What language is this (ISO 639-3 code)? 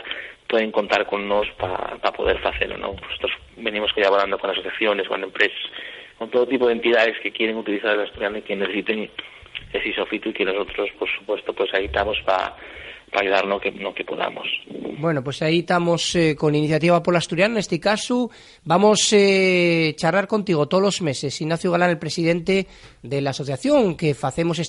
ast